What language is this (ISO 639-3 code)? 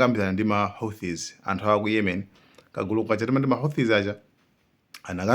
nya